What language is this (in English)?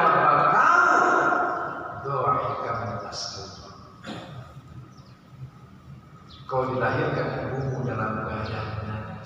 Indonesian